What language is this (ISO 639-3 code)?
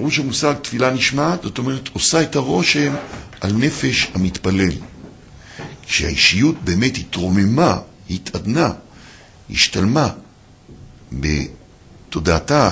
heb